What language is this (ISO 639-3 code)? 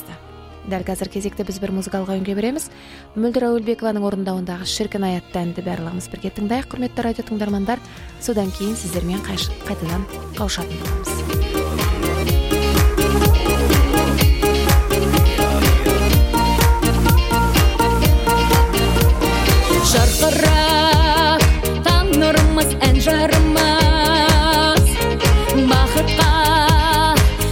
kaz